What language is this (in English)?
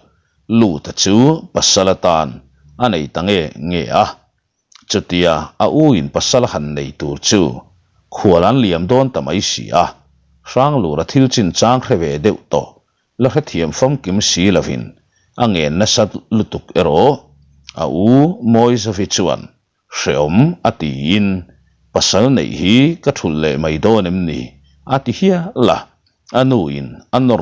Mizo